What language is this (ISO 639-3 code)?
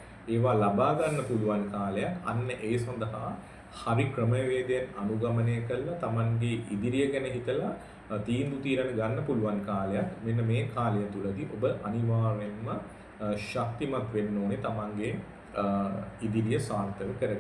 sin